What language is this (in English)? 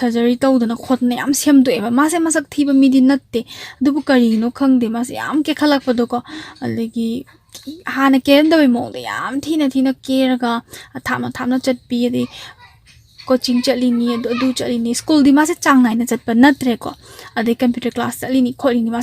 Manipuri